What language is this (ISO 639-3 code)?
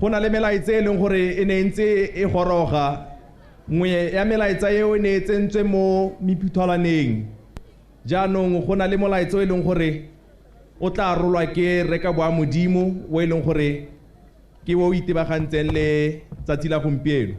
tsn